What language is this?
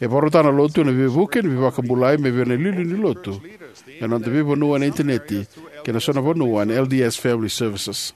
Fijian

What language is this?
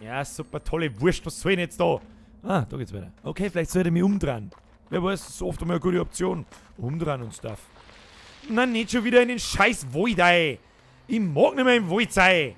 Bavarian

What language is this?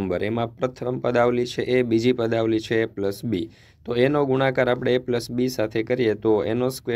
Gujarati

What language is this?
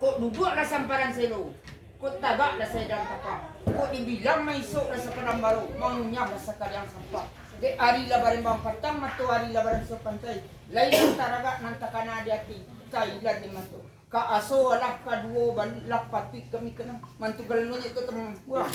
Minangkabau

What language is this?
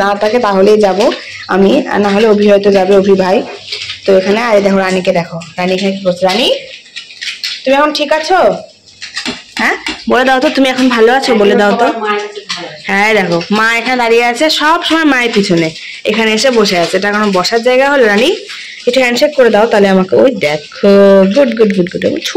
Bangla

